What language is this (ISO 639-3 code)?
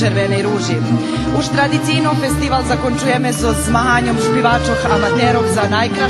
rue